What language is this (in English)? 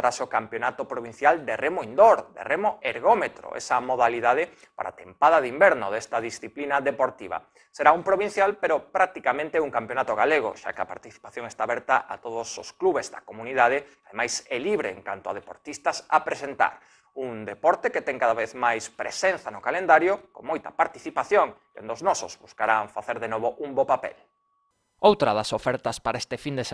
Galician